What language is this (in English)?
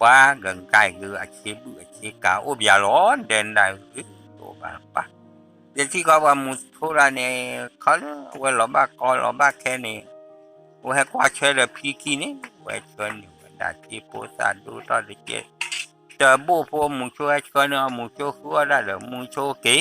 S'gaw Karen